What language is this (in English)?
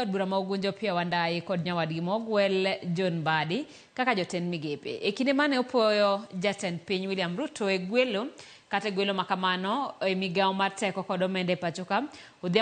Luo (Kenya and Tanzania)